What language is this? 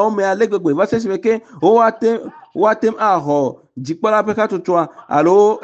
Ewe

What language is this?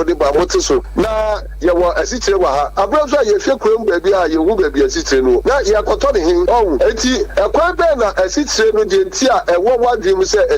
Akan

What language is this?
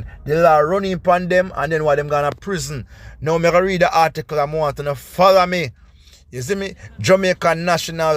Jamaican Creole English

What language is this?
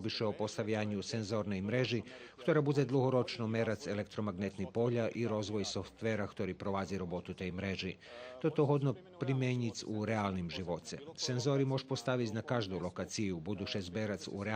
Rusyn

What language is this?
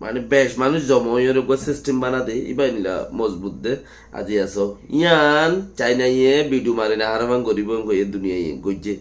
Rohingya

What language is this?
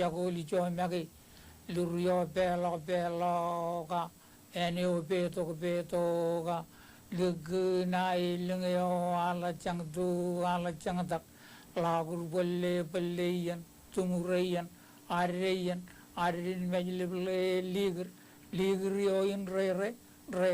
Marshallese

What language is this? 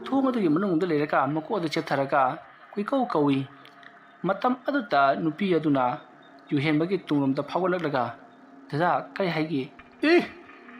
Manipuri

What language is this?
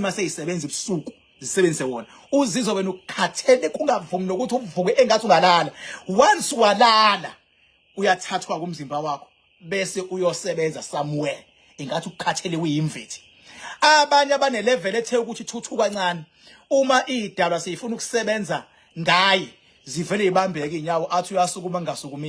Zulu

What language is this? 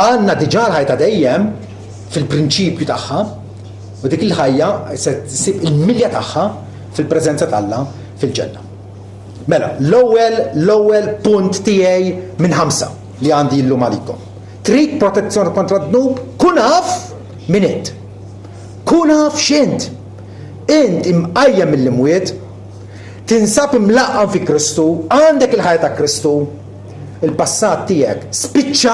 Maltese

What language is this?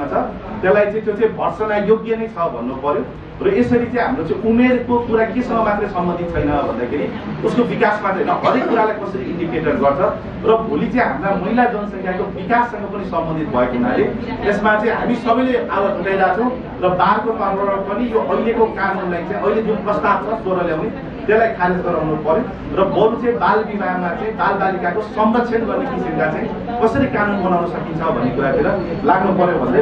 Nepali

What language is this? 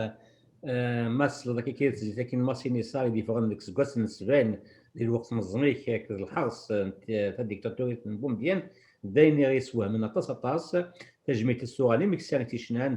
Kabyle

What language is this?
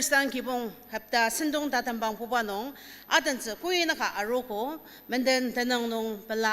Ao Naga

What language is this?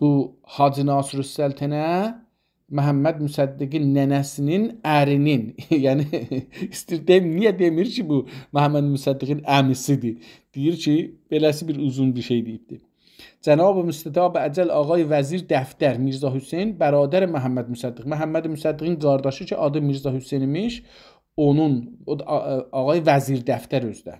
South Azerbaijani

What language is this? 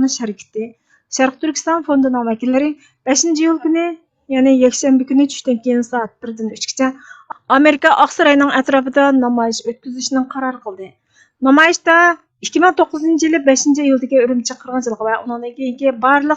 Uyghur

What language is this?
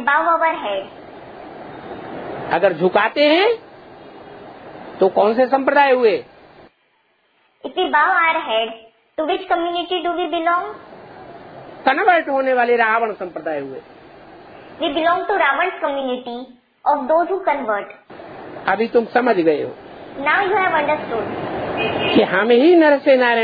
Hindi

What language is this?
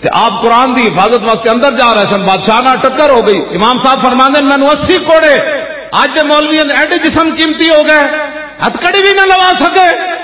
Western Panjabi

